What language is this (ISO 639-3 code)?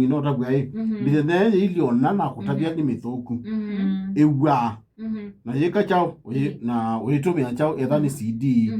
kam